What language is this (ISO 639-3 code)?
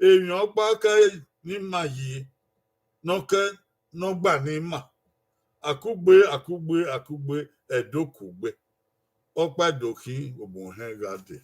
bin